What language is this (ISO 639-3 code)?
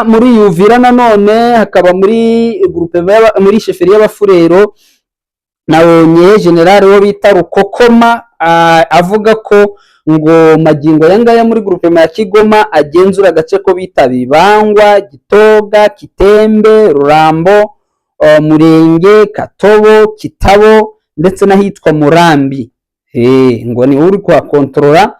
kin